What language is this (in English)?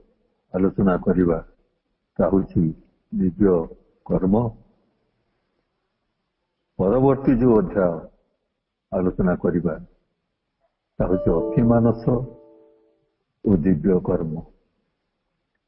Odia